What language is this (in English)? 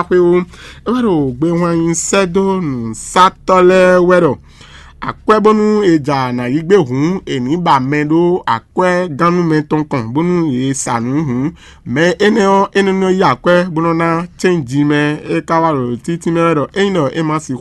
Fon